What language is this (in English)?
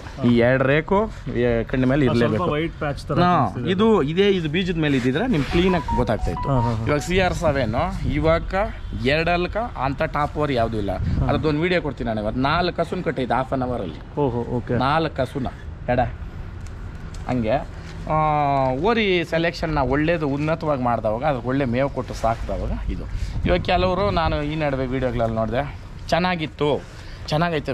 Kannada